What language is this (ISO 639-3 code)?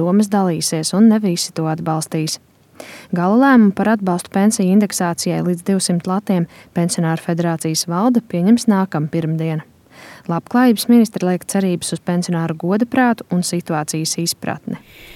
lav